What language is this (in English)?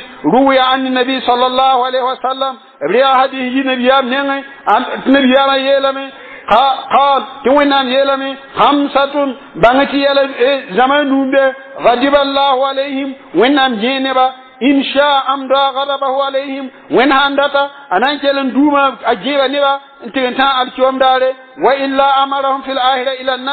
Mossi